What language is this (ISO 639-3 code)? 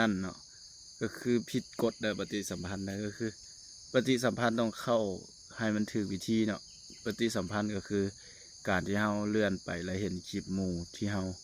lao